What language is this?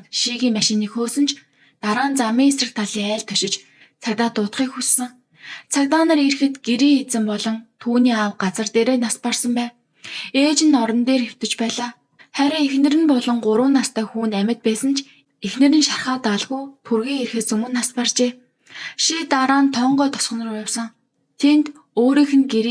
Mongolian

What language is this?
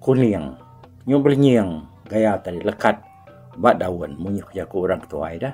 Iban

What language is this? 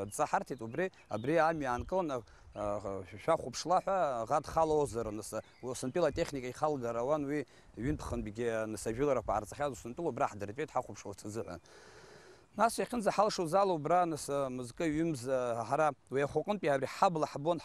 Abkhazian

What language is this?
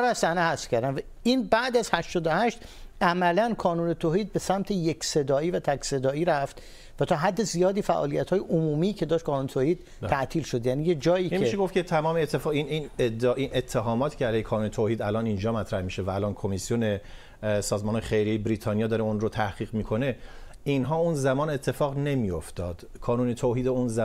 Persian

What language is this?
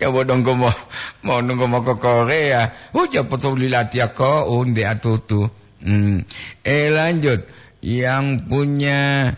Gorontalo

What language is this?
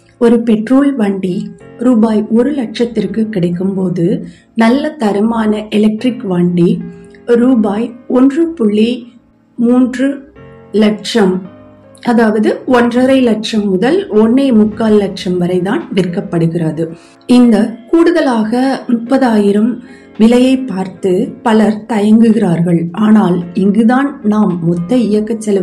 Tamil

